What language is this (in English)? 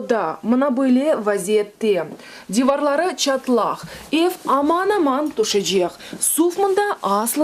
Crimean Tatar